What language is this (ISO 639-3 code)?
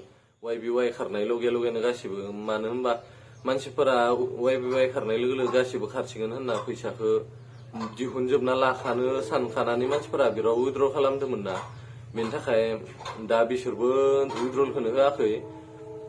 brx